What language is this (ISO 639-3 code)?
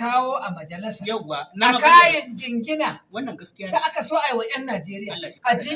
hau